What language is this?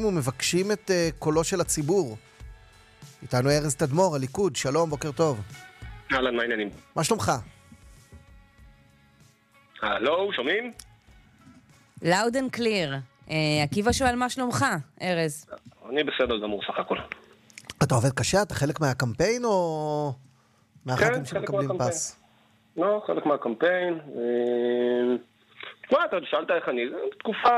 Hebrew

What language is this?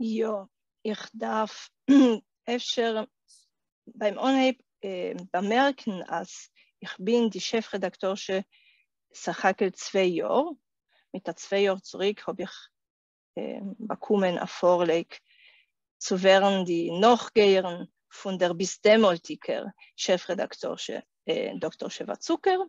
Yiddish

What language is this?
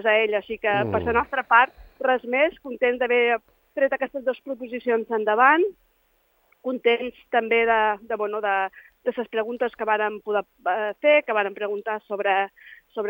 Catalan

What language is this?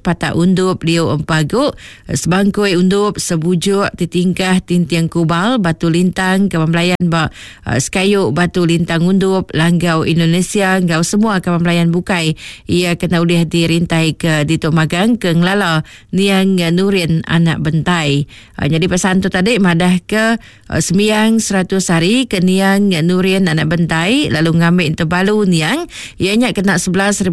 Iban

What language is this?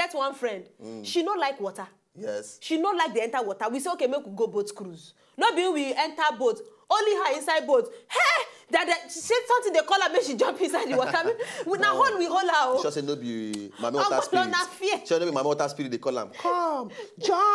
Nigerian Pidgin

